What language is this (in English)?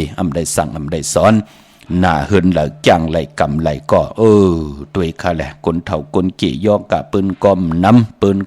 Shan